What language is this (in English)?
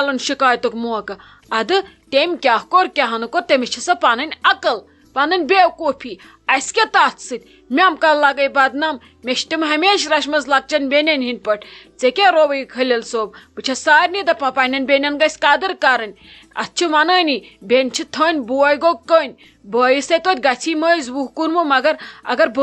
Kashmiri